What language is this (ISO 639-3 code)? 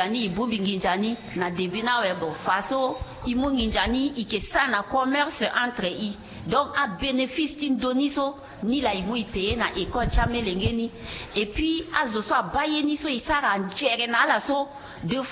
sag